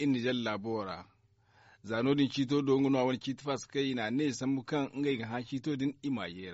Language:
Zarma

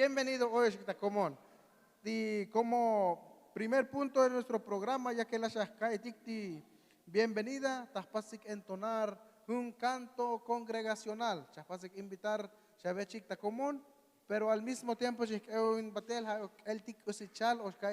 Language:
Tzotzil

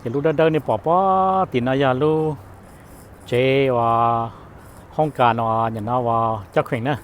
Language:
Hmong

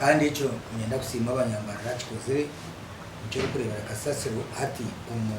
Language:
Nyankole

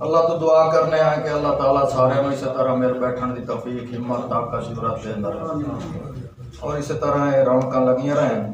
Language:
Saraiki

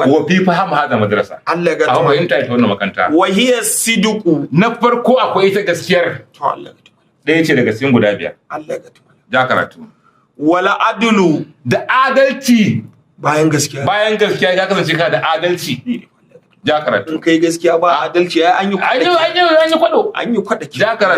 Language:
Hausa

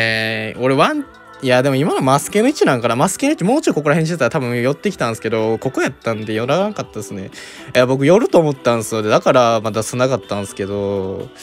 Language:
Japanese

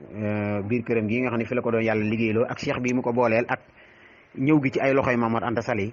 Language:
Wolof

